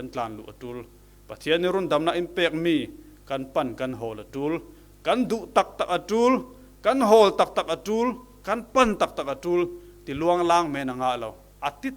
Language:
Falam Chin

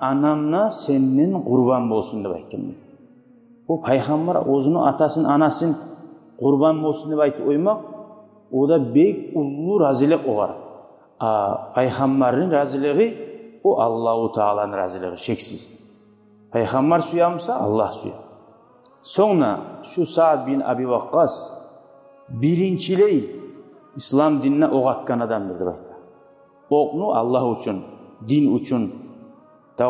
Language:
Kumyk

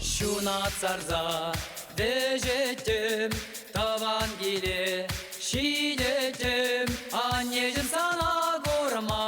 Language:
Chuvash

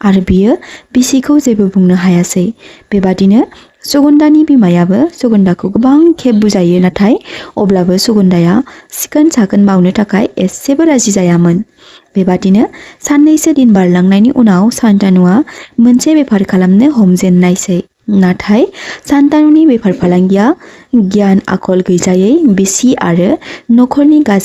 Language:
Bodo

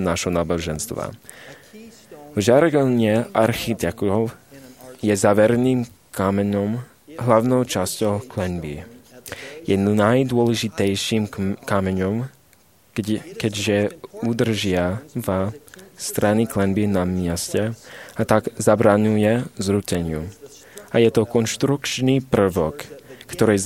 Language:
Slovak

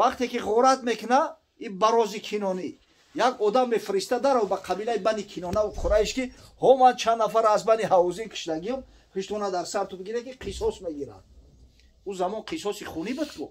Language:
Tajik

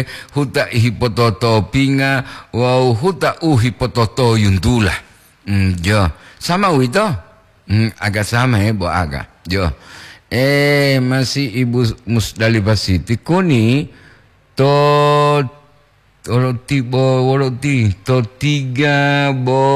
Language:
Gorontalo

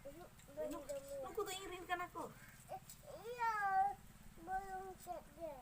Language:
Santali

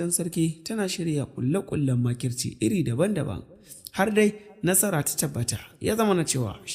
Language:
Hausa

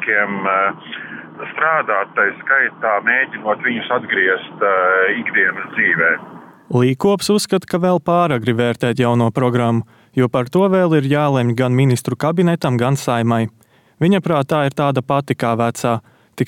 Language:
Latvian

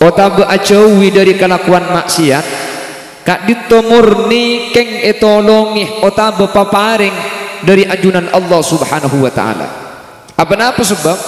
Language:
Madurese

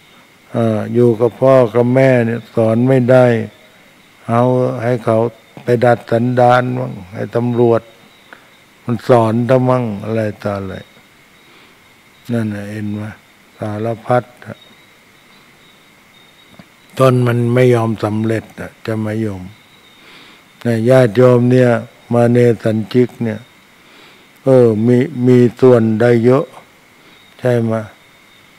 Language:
Thai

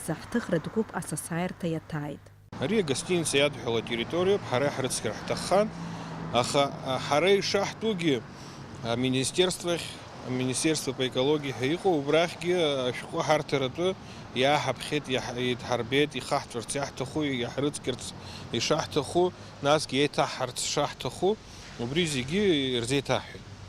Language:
Abkhazian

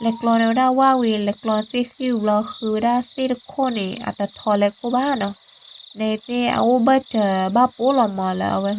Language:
S'gaw Karen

